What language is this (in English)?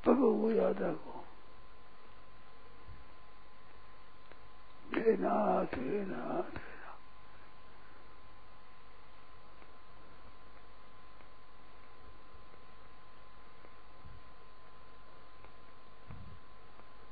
Hindi